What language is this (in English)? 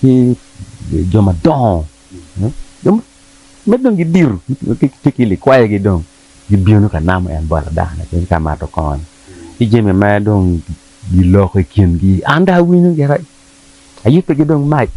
Acoli